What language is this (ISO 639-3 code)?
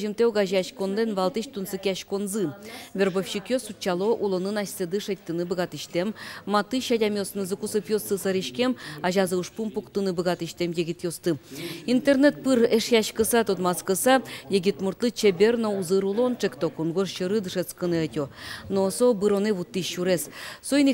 udm